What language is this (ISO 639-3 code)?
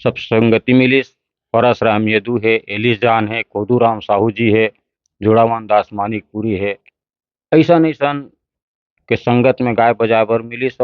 hne